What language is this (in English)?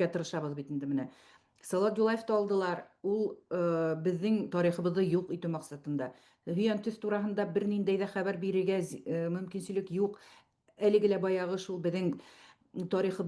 Bashkir